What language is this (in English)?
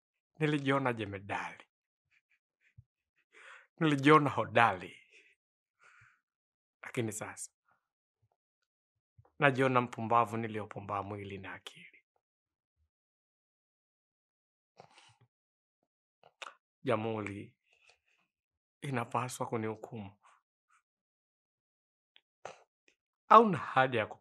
Swahili